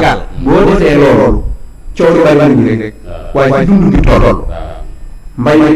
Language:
Wolof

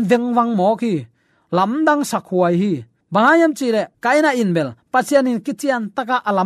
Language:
Tedim Chin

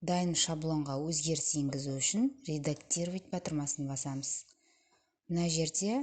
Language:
Kazakh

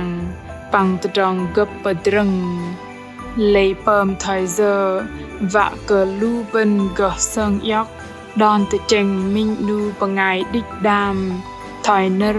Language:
Bahnar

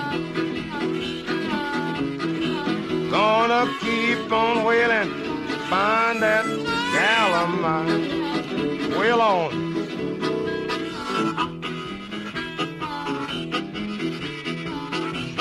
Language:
English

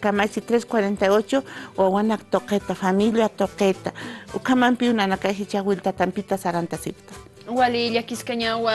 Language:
Aymara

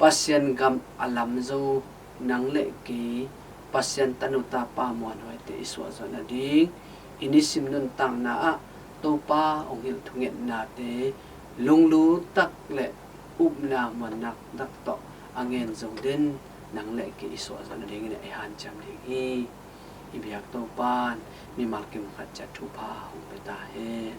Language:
Tedim Chin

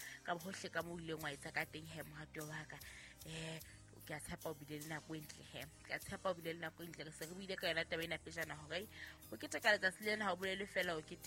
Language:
Southern Sotho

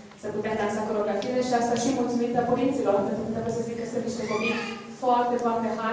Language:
Romanian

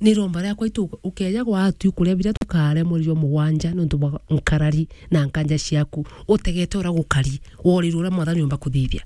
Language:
Meru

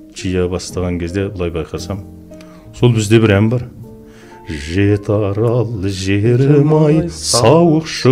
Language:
Kazakh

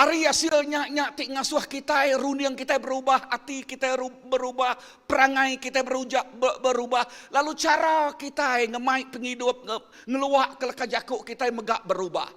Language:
Iban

